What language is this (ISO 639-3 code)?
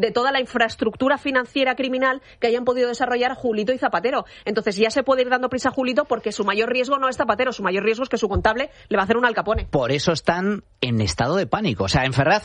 spa